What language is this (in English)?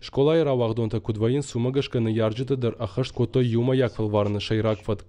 Ossetic